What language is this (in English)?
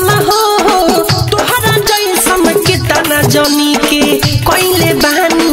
Bhojpuri